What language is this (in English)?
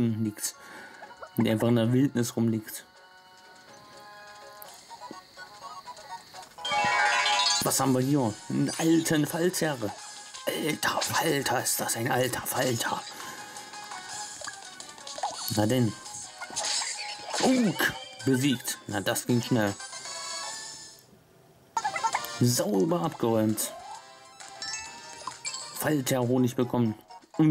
German